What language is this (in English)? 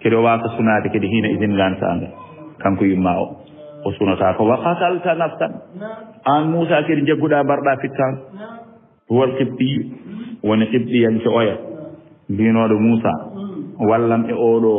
Fula